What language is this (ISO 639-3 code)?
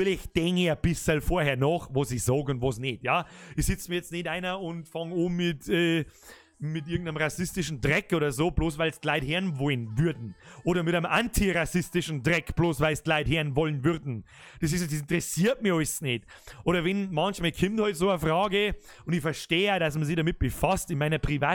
bar